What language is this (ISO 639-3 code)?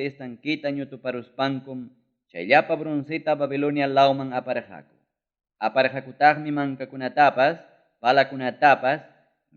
quy